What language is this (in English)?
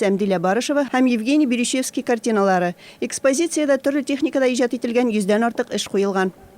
Tatar